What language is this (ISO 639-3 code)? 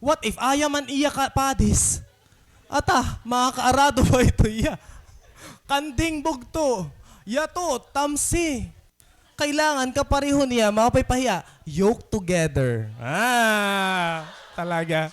war